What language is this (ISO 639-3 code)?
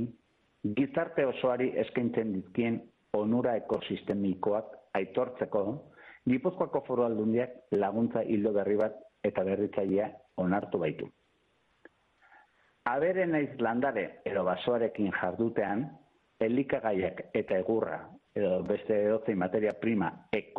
eus